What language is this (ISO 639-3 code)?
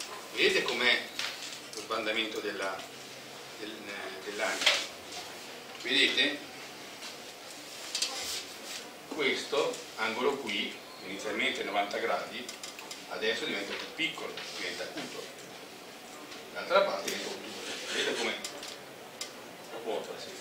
ita